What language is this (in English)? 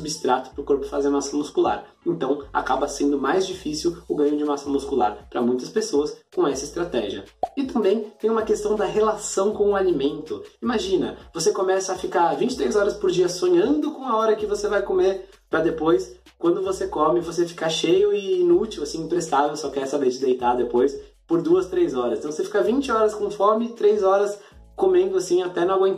Portuguese